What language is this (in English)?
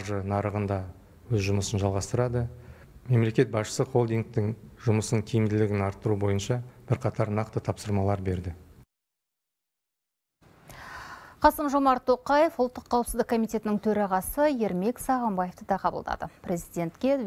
Kazakh